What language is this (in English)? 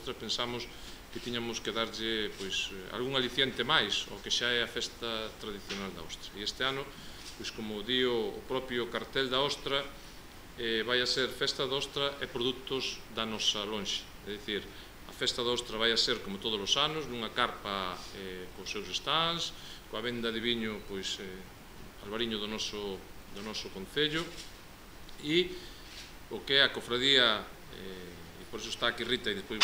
Galician